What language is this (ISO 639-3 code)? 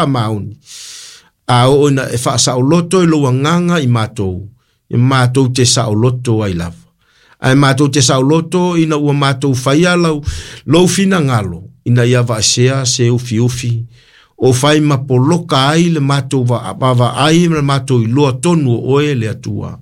smo